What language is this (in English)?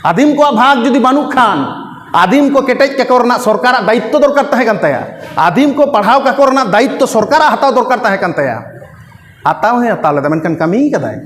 Santali